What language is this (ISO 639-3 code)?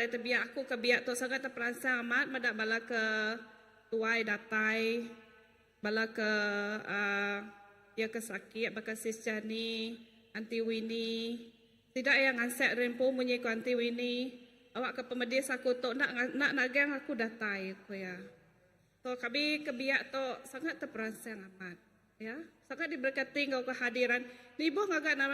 iba